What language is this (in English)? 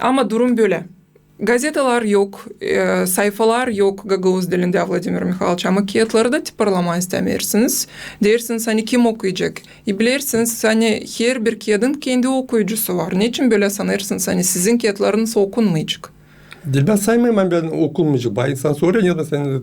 Gagauz